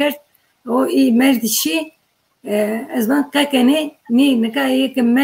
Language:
Zaza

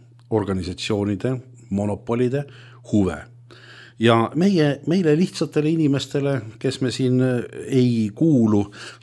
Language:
Estonian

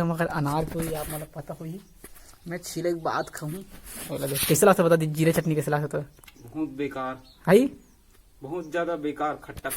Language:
Chhattisgarhi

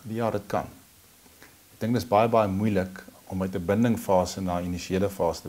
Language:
Afrikaans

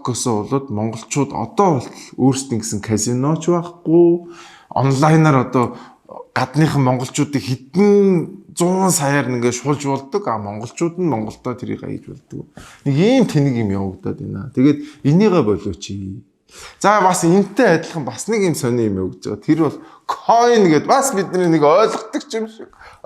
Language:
Mongolian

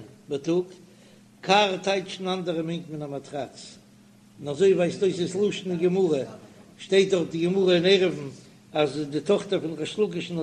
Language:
Yiddish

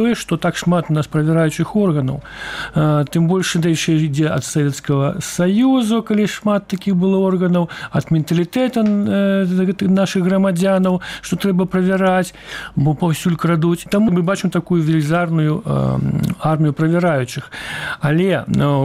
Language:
Belarusian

